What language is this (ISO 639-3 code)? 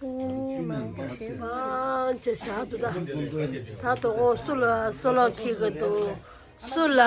bod